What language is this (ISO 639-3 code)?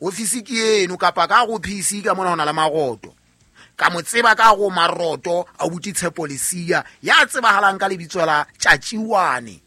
sot